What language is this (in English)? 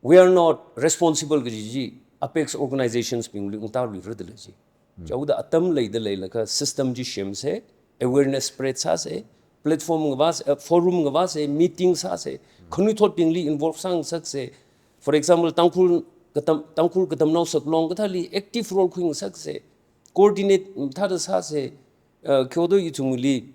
Tangkhul Naga (India)